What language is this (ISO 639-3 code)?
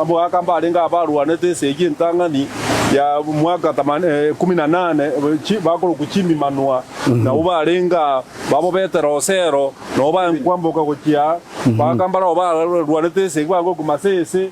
guz